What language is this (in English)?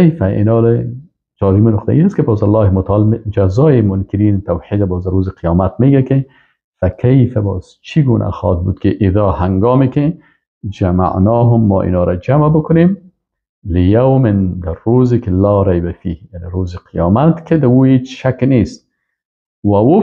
Persian